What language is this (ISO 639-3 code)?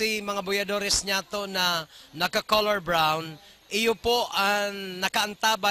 bik